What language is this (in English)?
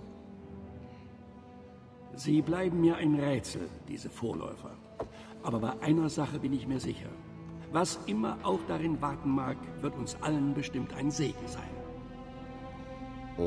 German